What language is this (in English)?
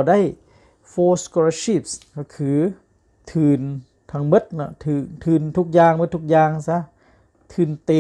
Lao